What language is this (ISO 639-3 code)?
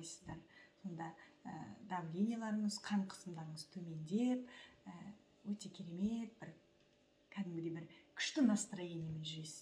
kaz